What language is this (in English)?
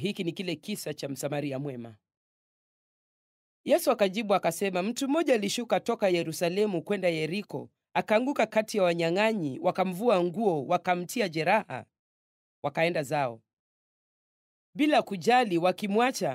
Swahili